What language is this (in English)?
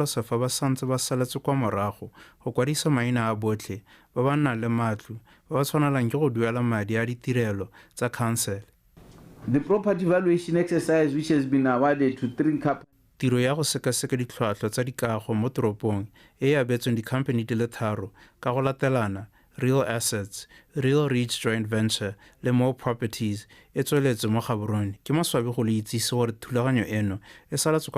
Tswana